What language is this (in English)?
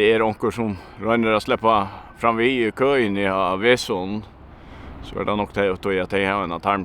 Faroese